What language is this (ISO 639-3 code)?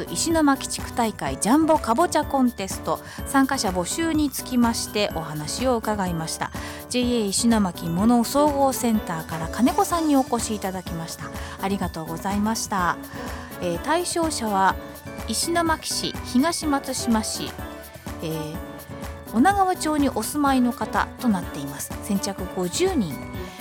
jpn